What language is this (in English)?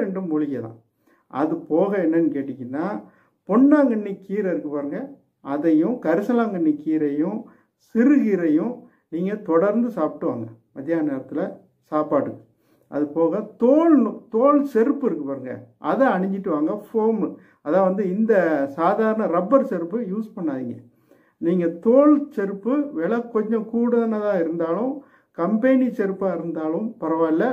Tamil